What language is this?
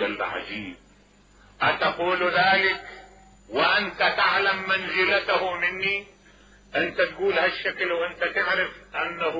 Mesopotamian Arabic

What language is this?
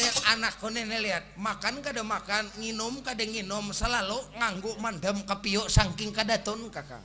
Banjar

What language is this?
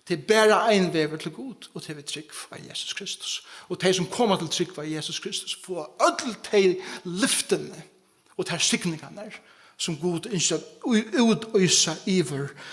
Faroese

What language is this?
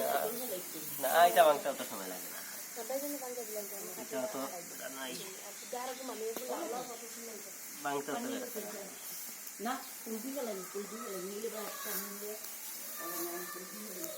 Sylheti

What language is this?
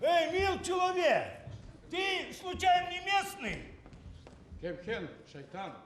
Bashkir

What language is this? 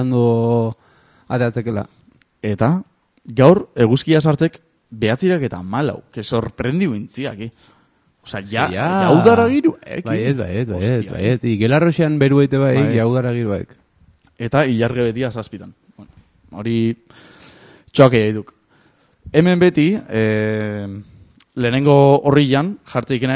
Basque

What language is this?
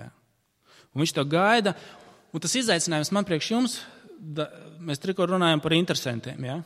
Latvian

